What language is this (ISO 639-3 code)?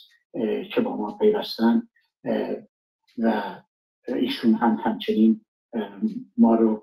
fas